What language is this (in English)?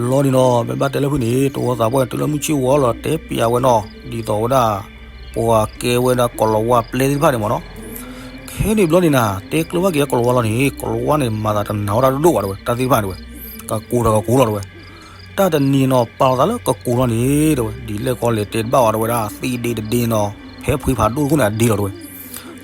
S'gaw Karen